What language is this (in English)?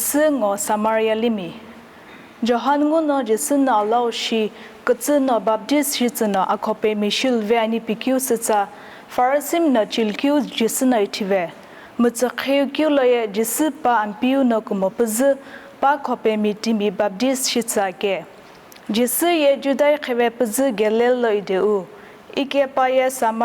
Sumi Naga